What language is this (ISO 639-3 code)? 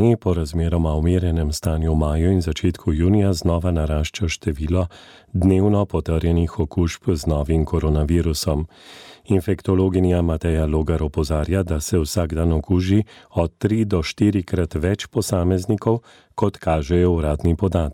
slv